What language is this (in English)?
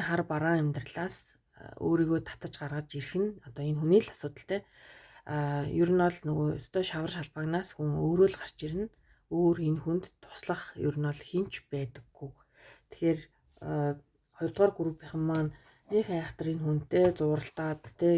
Mongolian